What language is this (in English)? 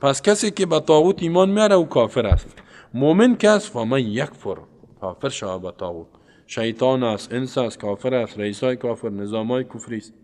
Persian